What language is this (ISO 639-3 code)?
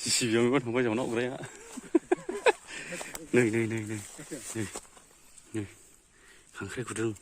brx